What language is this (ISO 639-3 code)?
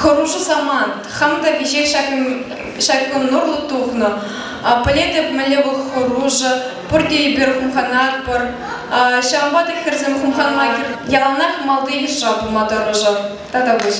chv